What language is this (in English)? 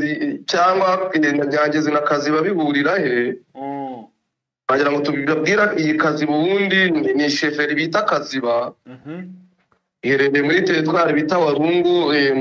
Kinyarwanda